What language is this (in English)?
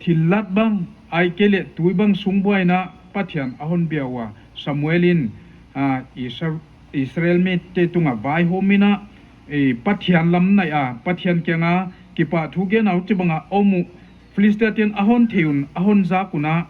Paite Chin